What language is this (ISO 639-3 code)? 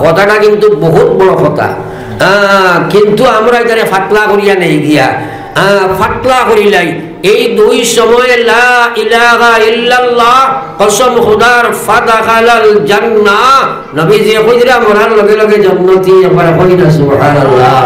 syl